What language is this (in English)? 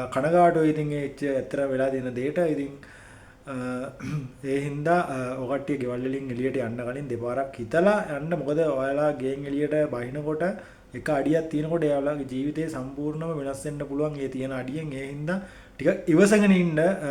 Sinhala